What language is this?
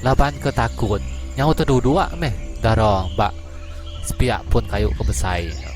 Iban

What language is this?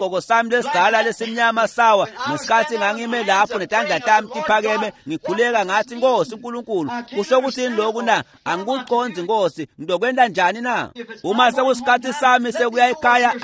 Swati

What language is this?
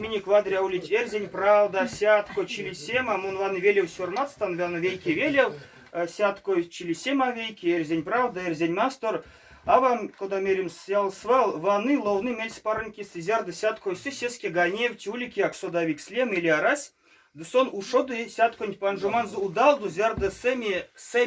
Erzya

